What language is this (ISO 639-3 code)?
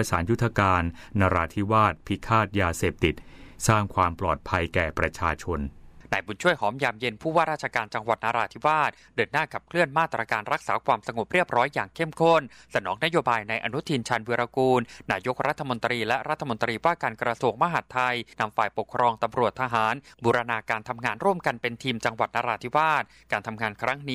tha